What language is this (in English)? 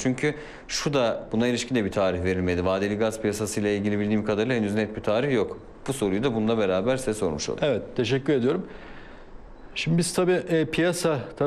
Turkish